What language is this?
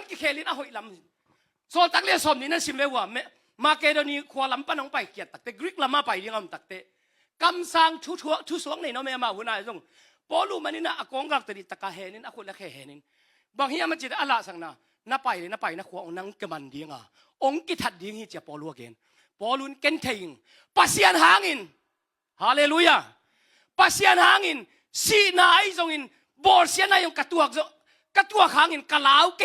Tedim Chin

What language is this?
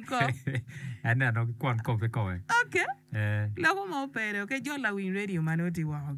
Acoli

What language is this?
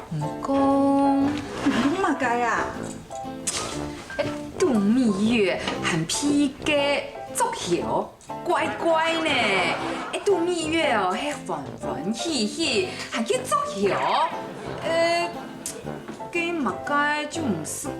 Hakka Chinese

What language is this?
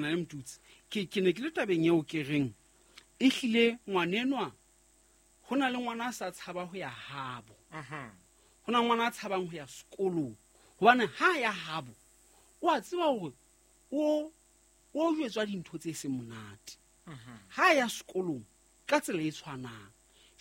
Southern Sotho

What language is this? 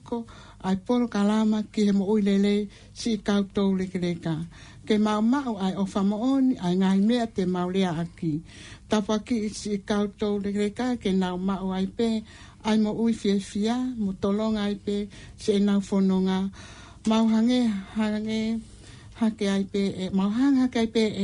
Tongan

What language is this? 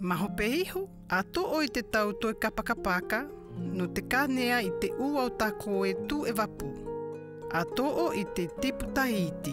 South Marquesan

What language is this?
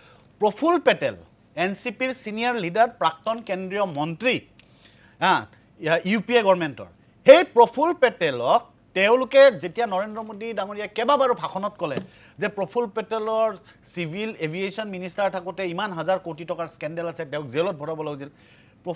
Assamese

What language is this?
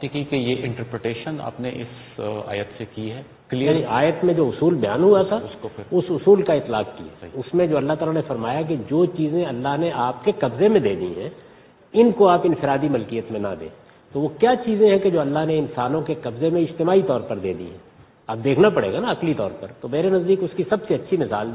Urdu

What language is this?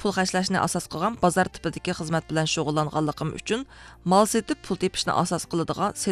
Uyghur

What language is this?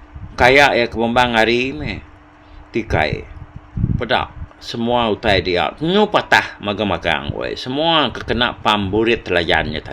Iban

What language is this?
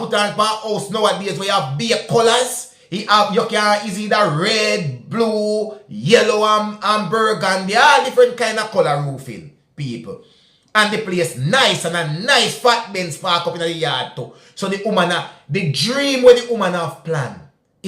Jamaican Creole English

